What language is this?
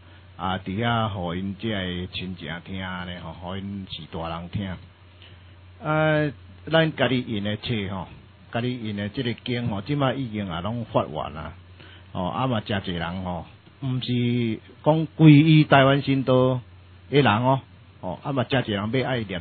Min Nan Chinese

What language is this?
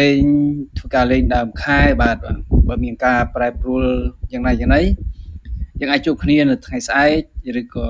Khmer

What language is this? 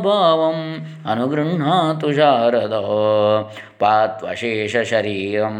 Sanskrit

